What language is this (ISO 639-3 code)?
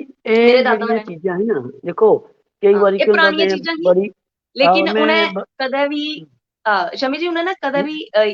doi